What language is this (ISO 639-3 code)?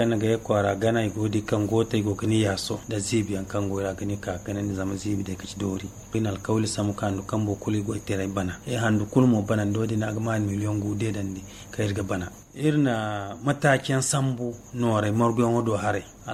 dje